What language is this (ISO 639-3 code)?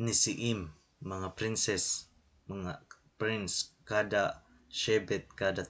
war